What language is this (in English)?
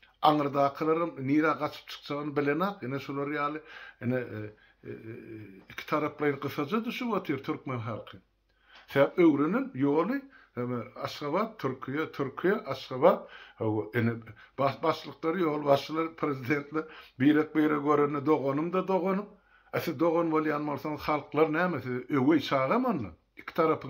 Turkmen